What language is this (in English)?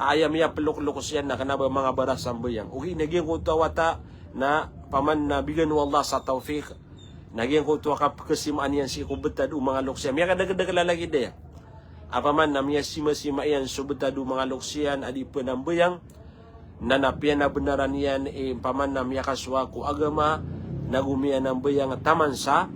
Maranao